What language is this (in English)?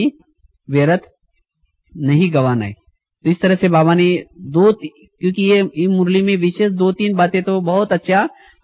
Hindi